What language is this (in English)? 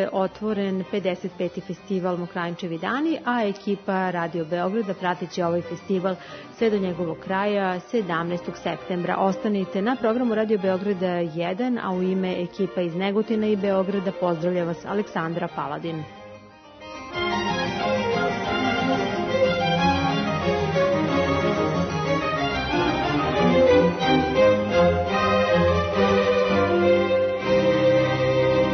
Serbian